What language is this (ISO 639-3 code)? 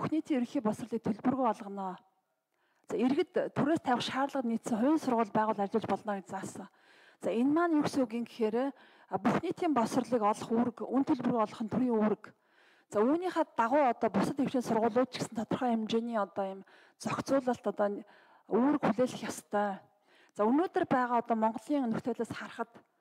mon